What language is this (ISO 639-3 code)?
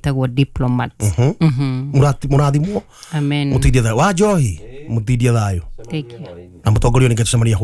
kik